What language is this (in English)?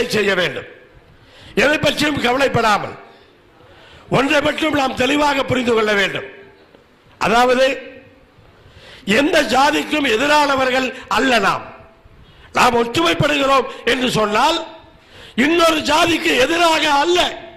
Tamil